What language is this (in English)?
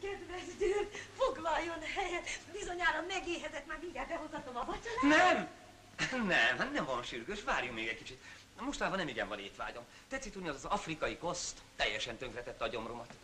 Hungarian